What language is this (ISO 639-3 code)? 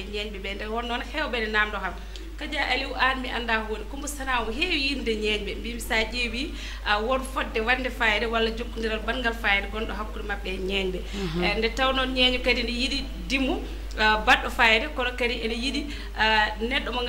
ful